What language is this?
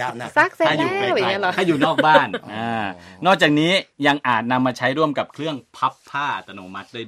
Thai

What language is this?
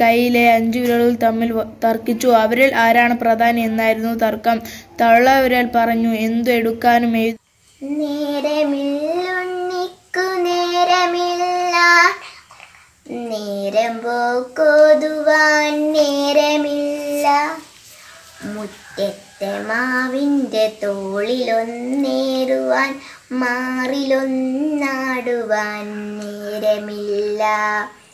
Malayalam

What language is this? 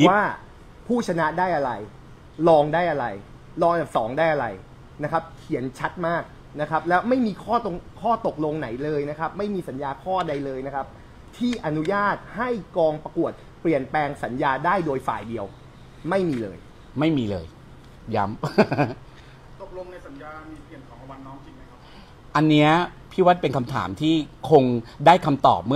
Thai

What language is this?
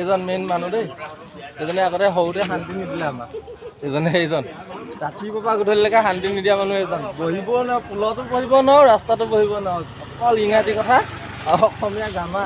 Assamese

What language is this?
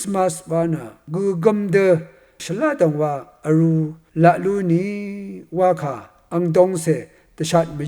Rawang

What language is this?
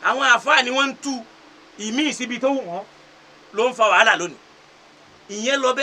Yoruba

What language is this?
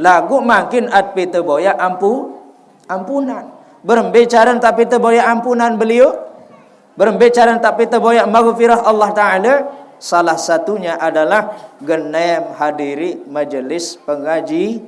Sasak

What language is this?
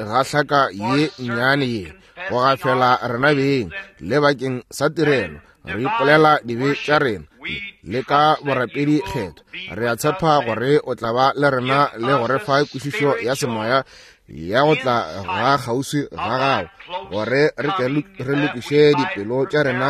Northern Sotho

